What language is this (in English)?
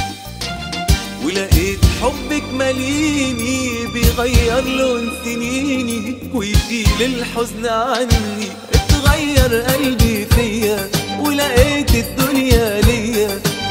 Egyptian Arabic